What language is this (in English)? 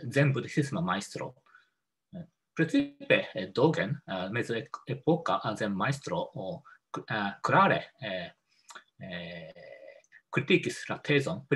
Esperanto